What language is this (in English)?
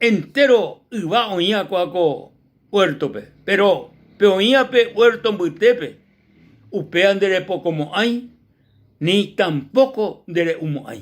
Guarani